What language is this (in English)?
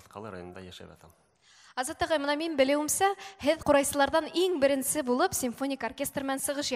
Bashkir